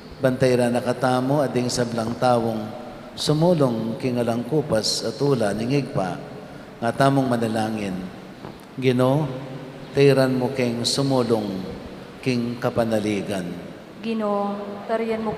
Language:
Pampanga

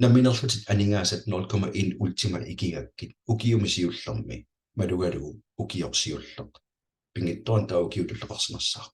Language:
Kalaallisut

